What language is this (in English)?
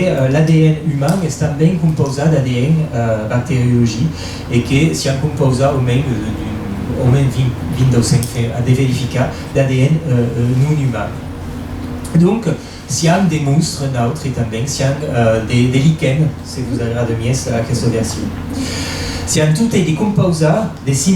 Occitan